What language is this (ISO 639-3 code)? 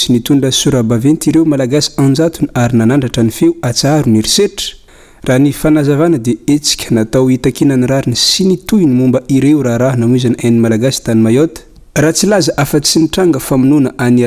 mlg